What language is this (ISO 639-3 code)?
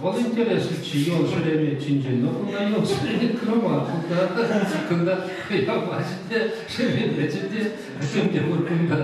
chv